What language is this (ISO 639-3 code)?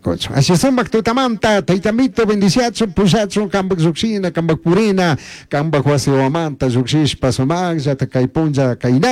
qug